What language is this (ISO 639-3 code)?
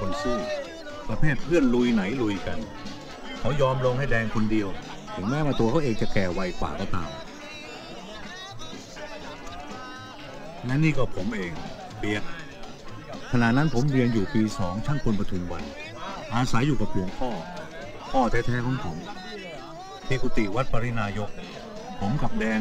tha